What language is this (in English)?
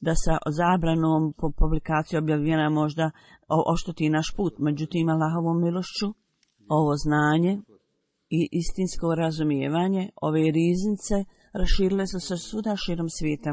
Bosnian